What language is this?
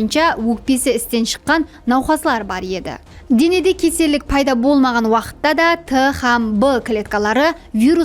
Kara-Kalpak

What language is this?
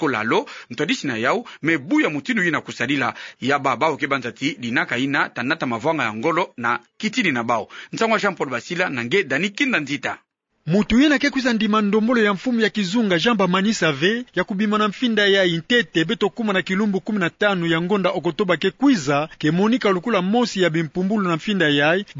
Kituba (Democratic Republic of Congo)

